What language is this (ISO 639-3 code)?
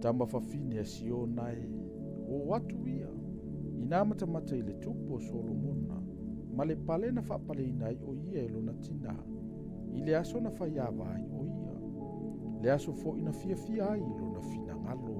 smo